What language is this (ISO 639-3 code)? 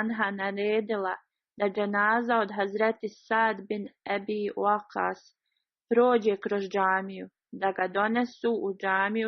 bos